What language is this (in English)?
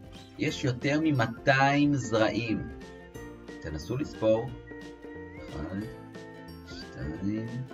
Hebrew